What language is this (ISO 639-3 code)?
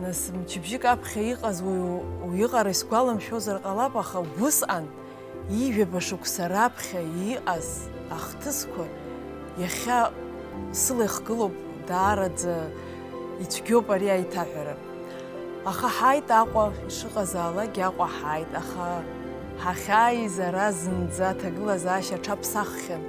abk